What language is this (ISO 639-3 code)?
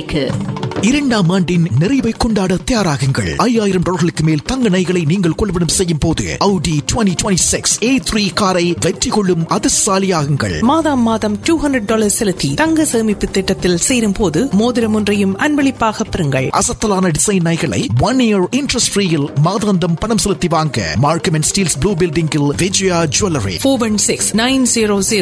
tam